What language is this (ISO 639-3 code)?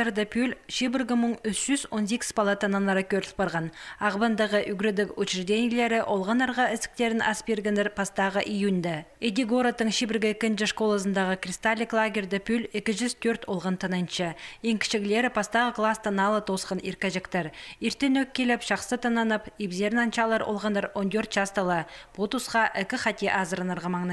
kjh